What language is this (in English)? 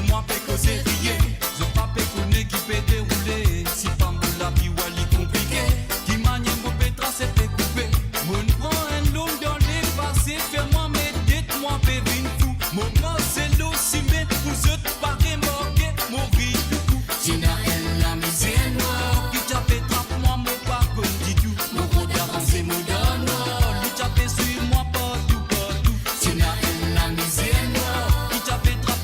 Morisyen